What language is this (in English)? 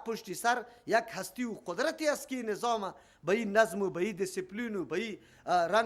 Persian